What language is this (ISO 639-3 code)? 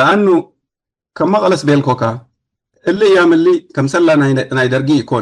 tig